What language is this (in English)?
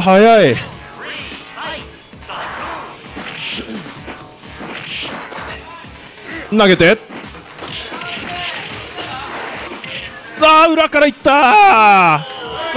Japanese